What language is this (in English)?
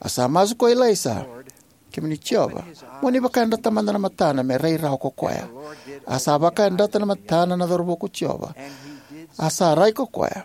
Fijian